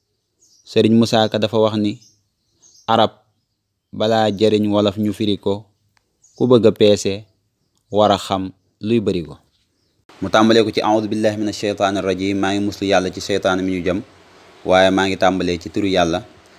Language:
Wolof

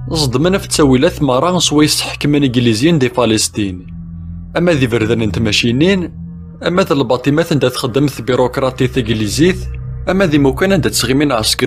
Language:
Kabyle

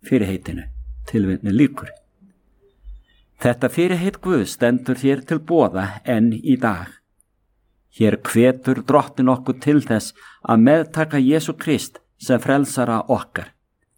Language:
Icelandic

